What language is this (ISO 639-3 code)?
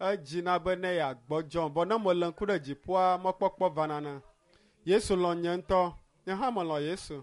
ewe